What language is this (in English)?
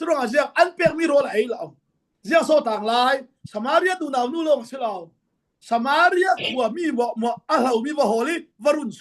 Falam Chin